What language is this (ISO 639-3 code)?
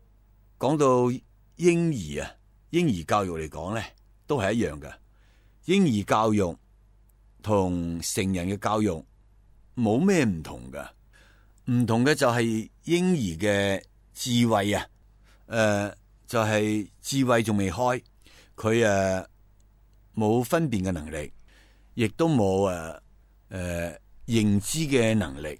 yue